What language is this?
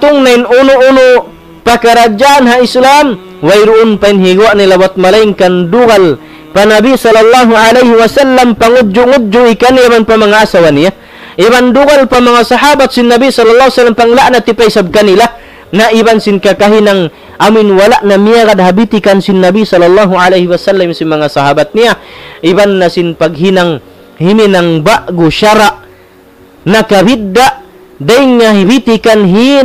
Tausug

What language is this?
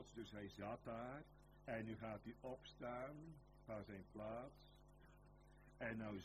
Dutch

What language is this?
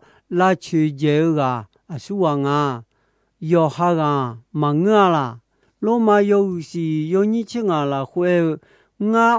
Akha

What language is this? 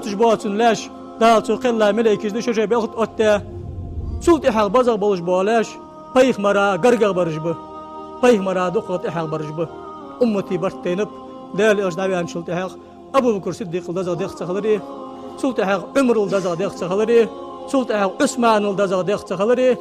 Ingush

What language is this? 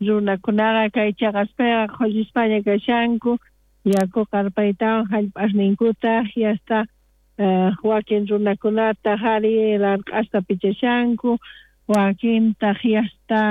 South Bolivian Quechua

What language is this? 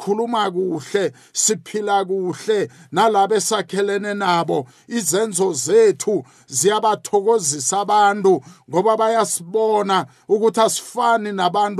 South Ndebele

